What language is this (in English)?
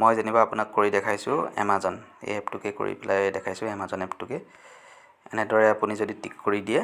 Assamese